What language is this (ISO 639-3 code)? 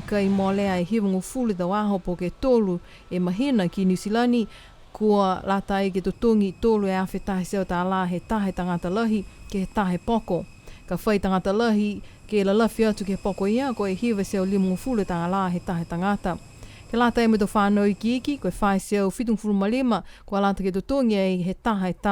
niu